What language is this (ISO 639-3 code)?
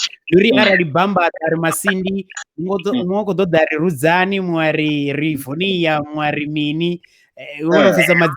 ven